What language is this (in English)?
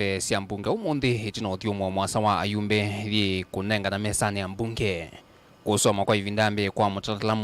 Kamba